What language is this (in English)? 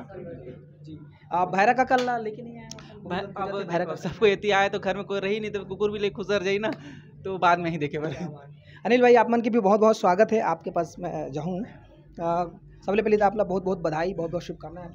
Chhattisgarhi